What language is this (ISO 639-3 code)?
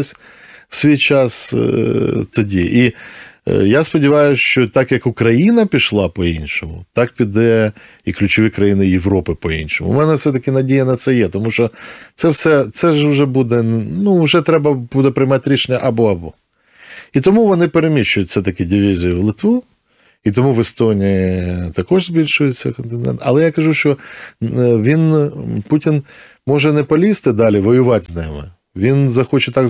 ukr